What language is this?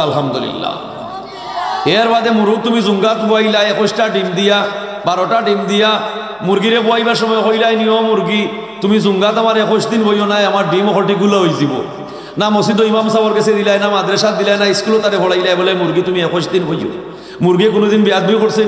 Sylheti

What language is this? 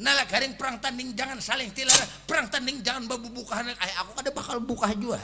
Banjar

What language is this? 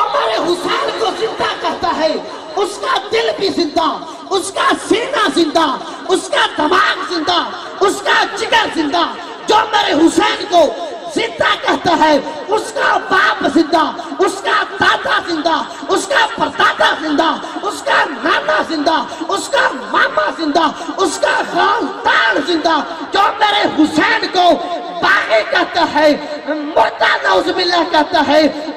Urdu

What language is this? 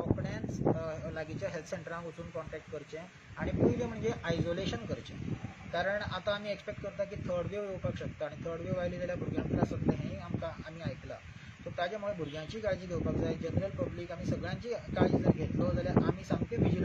Konkani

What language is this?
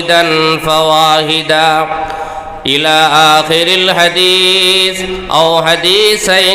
Sylheti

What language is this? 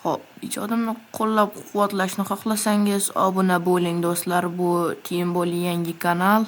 Uzbek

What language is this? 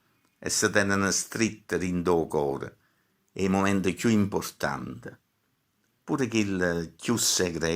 Neapolitan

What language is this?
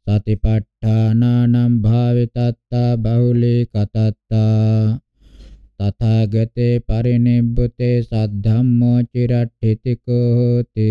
Pali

